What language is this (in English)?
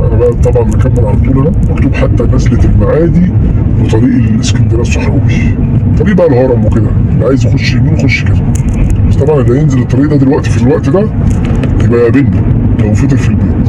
Egyptian Arabic